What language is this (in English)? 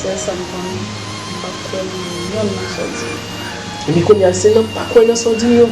Haitian Creole